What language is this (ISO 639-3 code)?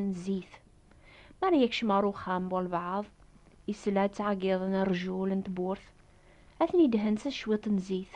kab